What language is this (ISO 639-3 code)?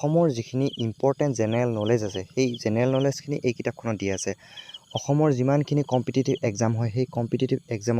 asm